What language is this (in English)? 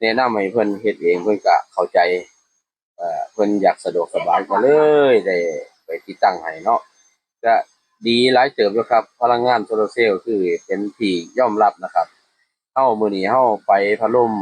Northeastern Thai